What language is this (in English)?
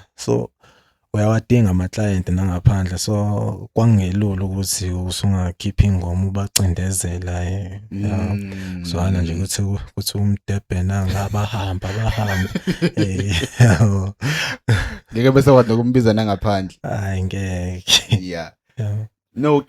Zulu